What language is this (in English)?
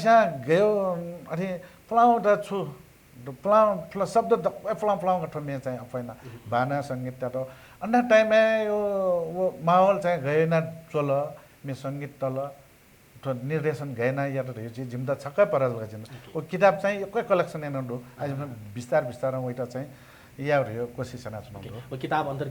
Newari